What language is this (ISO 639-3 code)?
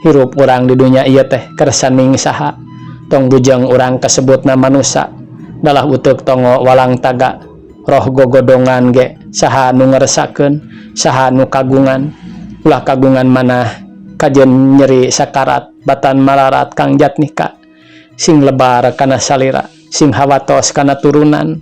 sun